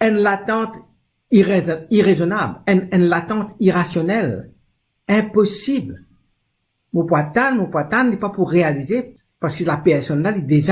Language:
Morisyen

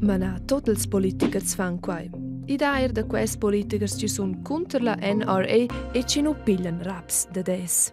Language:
Romansh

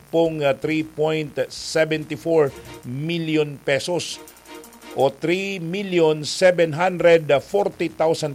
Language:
Bikol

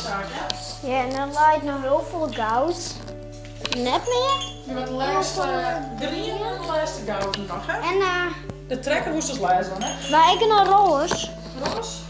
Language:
Western Frisian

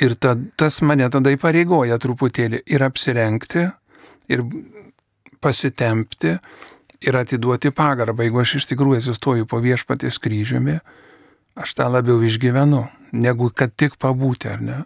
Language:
Lithuanian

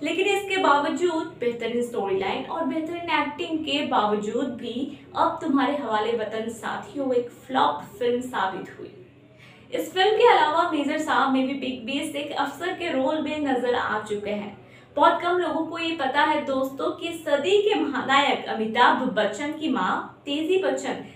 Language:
Hindi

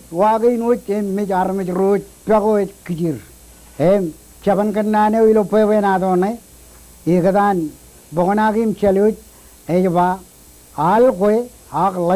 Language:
Marshallese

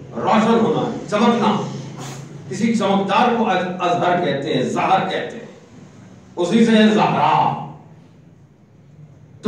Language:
Urdu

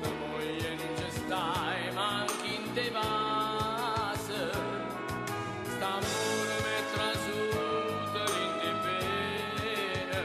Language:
Neapolitan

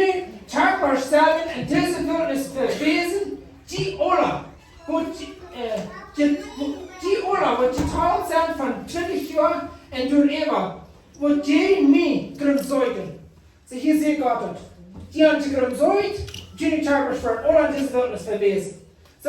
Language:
Plautdietsch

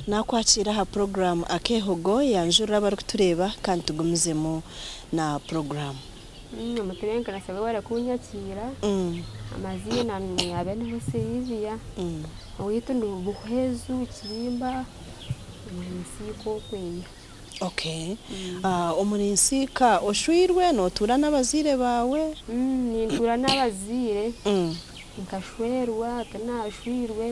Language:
Nyankole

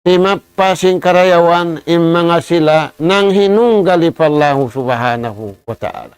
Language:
Tausug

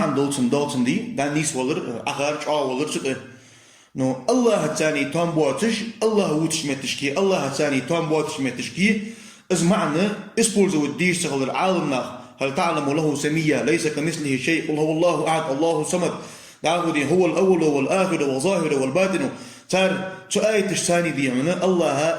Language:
Ingush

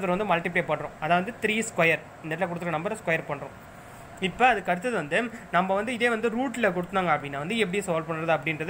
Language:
Tamil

